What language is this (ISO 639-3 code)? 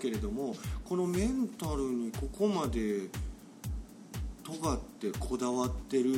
jpn